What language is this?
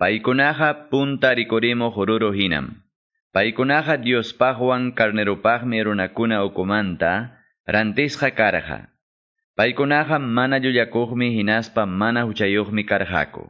Quechua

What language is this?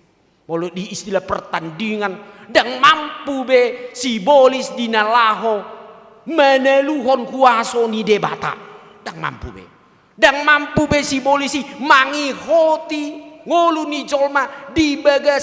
Batak Toba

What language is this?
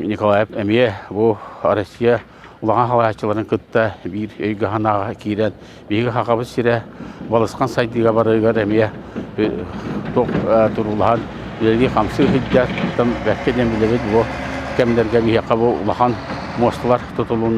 Yakut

